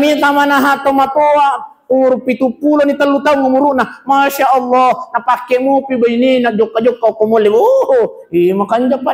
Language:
Buginese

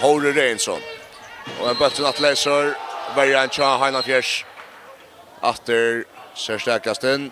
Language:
Faroese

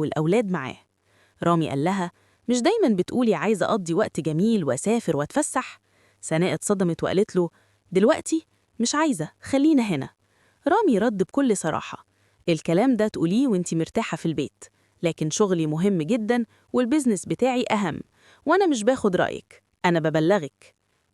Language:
Egyptian Arabic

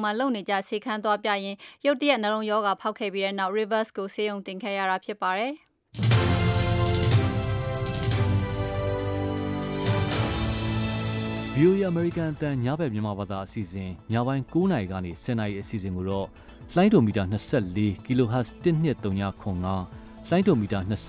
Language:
Burmese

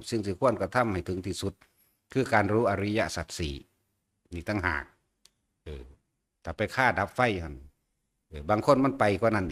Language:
Northeastern Thai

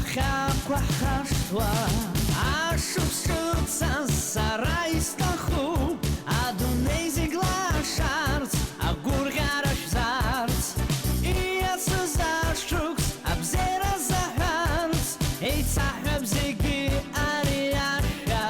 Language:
Abkhazian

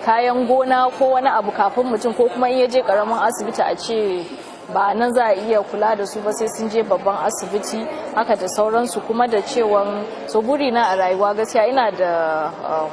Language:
Hausa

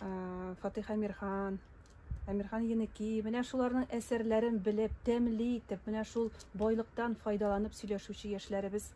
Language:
Tatar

